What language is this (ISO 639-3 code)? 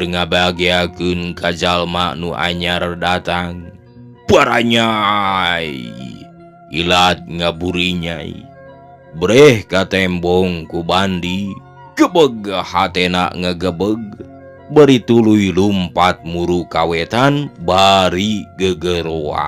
sun